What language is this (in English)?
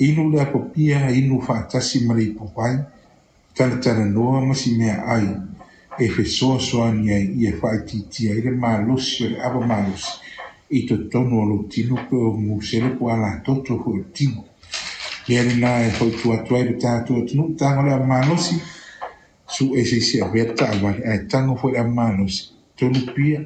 Samoan